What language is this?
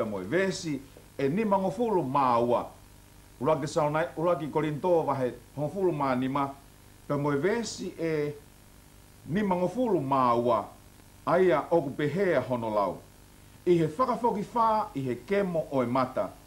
Tongan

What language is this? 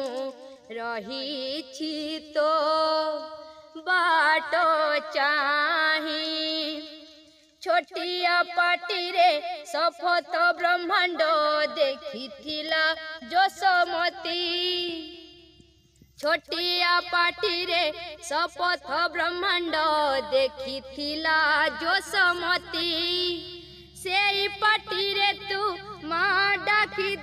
Odia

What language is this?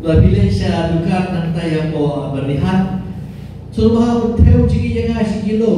Khasi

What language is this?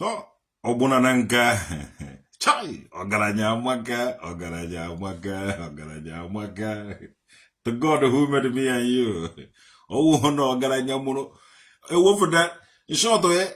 Igbo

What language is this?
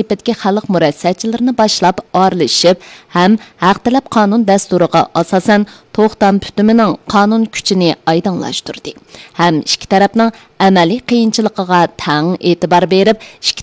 Uyghur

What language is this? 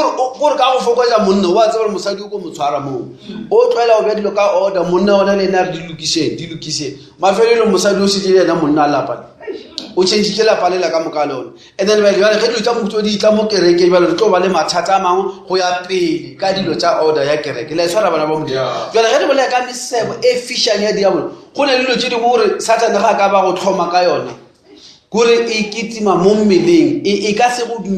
Northern Sotho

